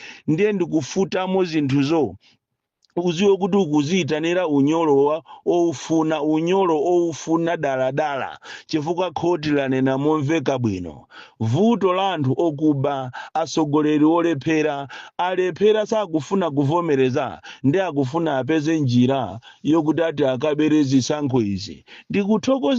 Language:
Nyanja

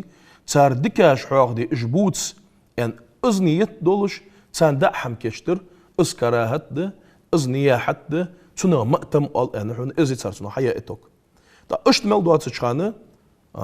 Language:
Ingush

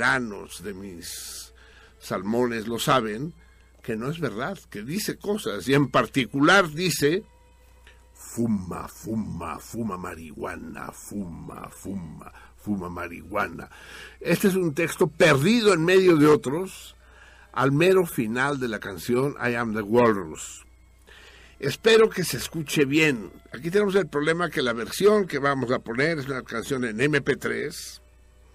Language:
Spanish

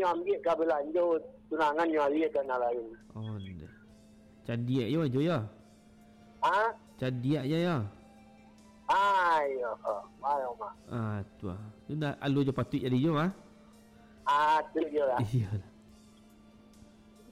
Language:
Minangkabau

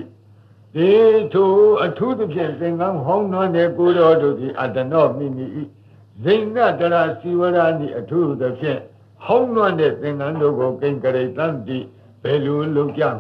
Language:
Burmese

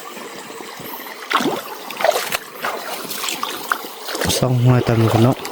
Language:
Lao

